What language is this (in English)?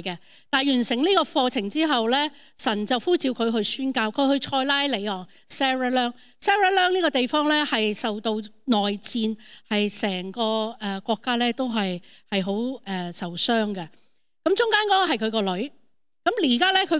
Cantonese